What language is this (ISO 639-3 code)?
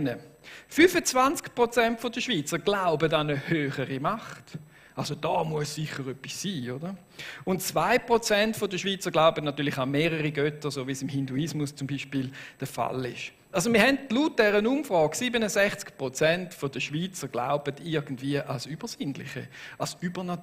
gsw